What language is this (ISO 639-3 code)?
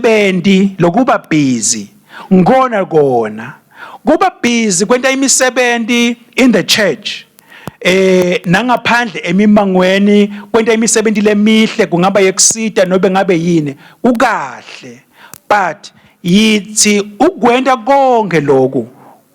ssw